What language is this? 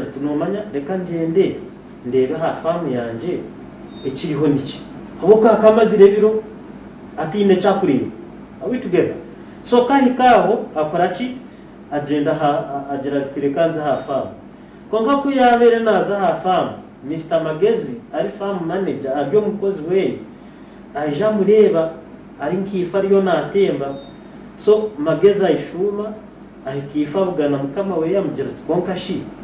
Nyankole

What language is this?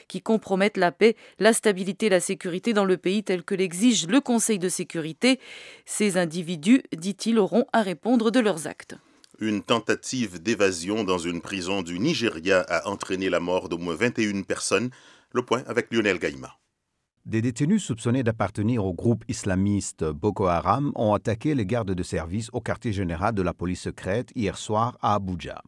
French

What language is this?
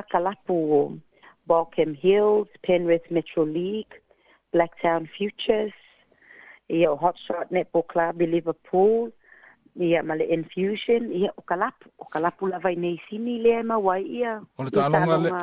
Samoan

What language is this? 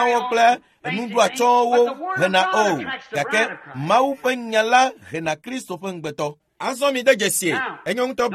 Ewe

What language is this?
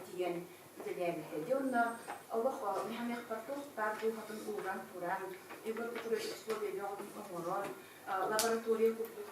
Yakut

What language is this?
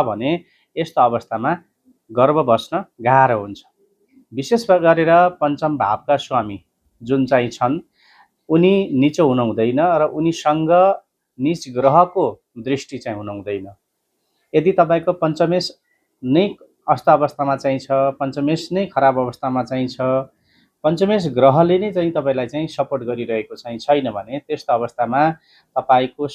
Nepali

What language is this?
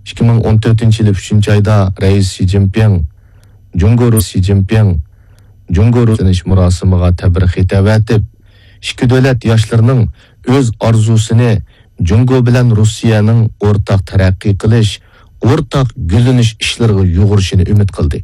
Uyghur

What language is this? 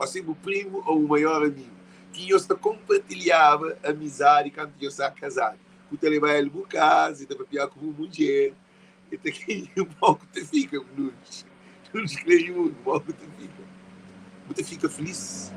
Kabuverdianu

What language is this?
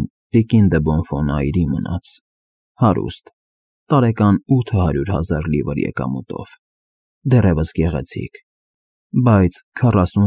Armenian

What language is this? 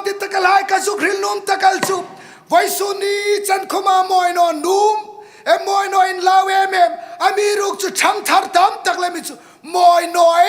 Hmar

